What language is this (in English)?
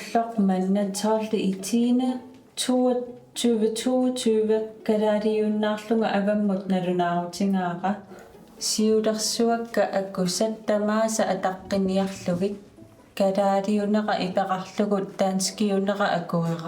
Kalaallisut